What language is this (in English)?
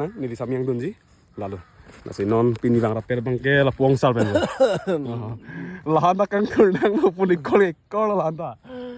Karbi